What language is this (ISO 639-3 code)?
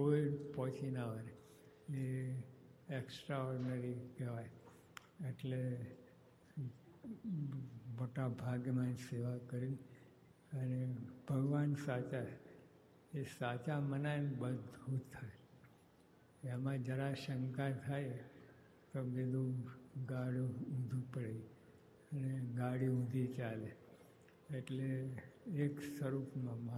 guj